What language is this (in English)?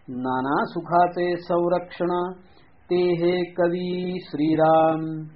Marathi